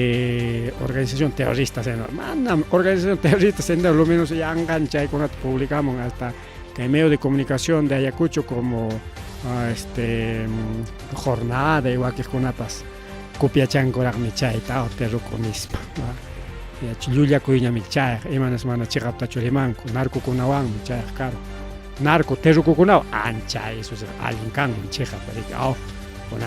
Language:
Ayacucho Quechua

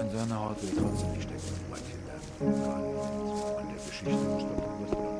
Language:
Bavarian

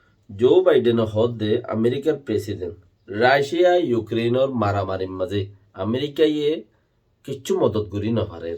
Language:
Rohingya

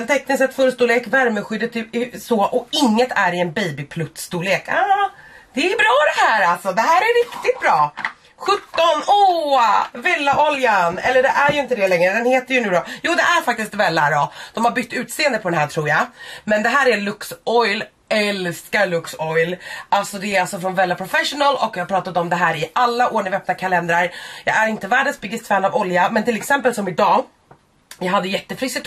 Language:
Swedish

